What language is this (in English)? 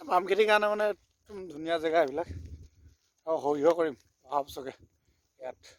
Assamese